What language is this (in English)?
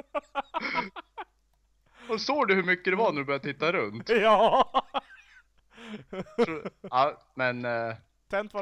Swedish